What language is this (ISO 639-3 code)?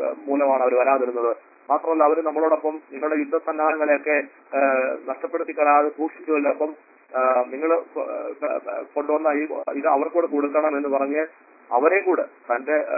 mal